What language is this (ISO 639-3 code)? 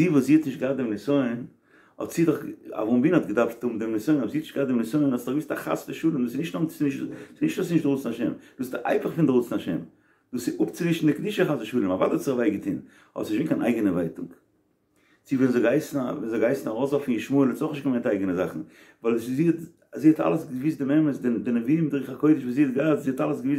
yid